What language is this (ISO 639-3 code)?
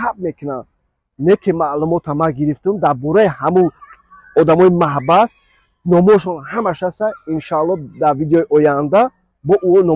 tgk